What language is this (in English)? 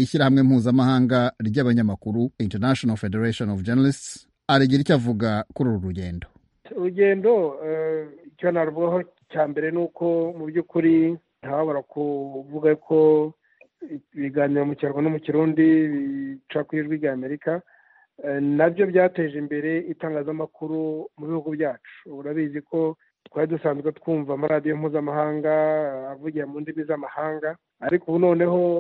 Kinyarwanda